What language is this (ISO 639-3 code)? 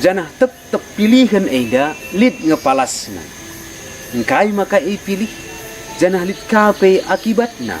btx